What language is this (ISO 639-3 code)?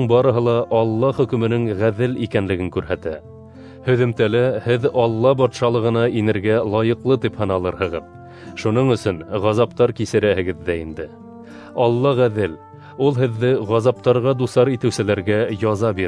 bak